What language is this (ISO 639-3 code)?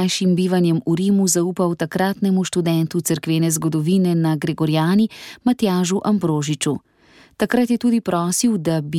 slv